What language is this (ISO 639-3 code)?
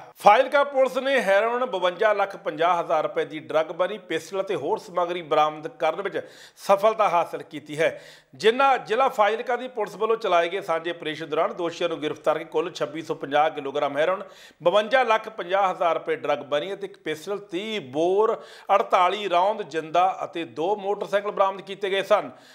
pan